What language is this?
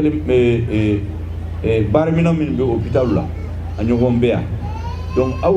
Bambara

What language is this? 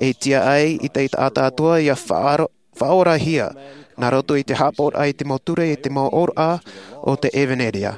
Tahitian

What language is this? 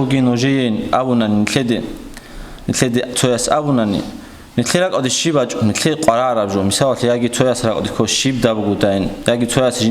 Avaric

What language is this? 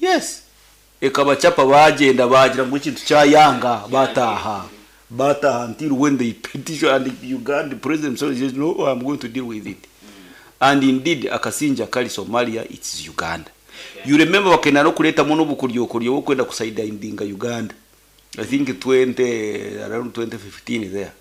Nyankole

